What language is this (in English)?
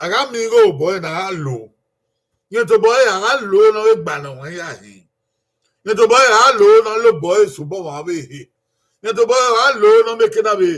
Bini